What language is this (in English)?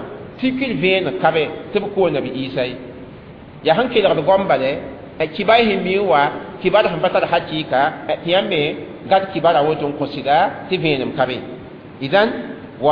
Mossi